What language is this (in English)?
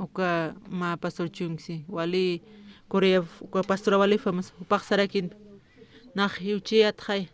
Aymara